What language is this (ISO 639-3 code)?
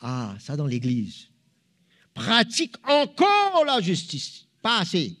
mfe